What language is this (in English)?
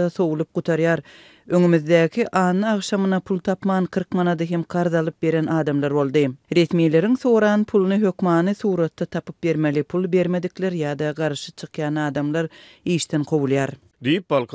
Turkmen